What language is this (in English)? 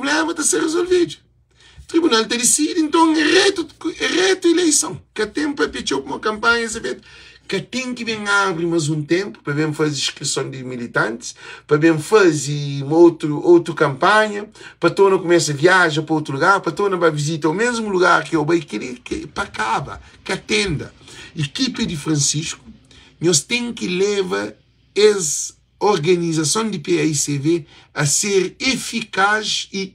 Kabuverdianu